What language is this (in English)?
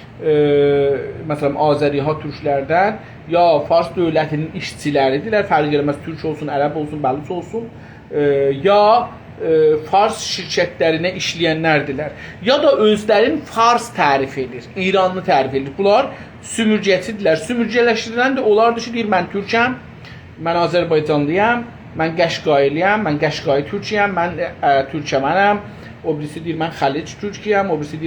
South Azerbaijani